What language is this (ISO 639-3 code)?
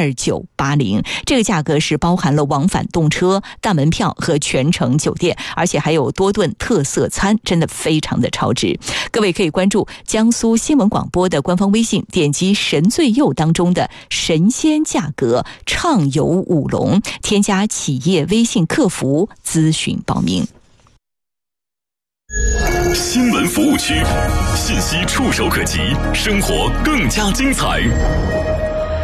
zho